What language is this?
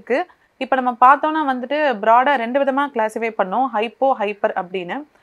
Tamil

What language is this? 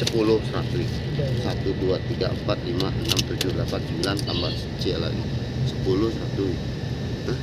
Minangkabau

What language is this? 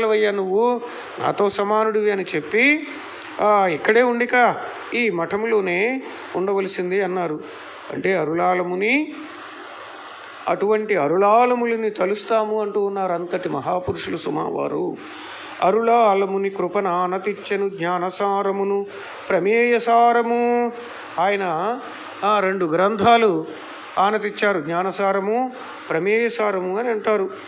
Telugu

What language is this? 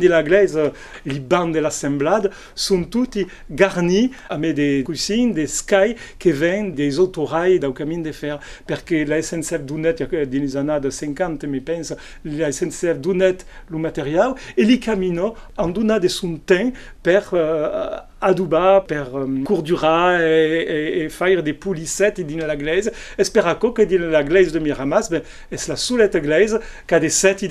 Occitan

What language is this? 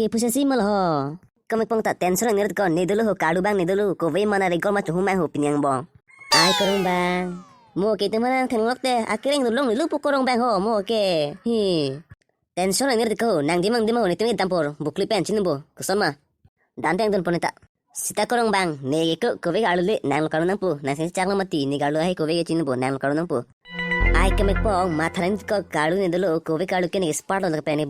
Karbi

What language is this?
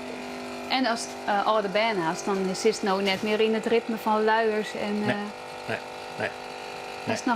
Western Frisian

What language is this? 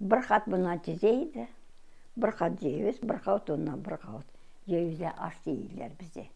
Crimean Tatar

